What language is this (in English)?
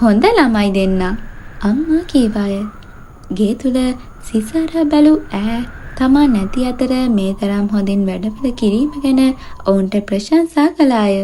Sinhala